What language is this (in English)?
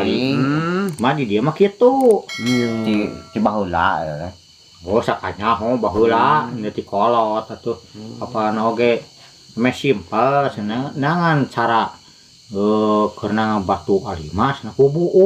Sundanese